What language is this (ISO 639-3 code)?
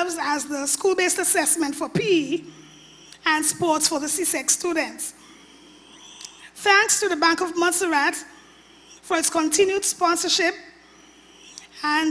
eng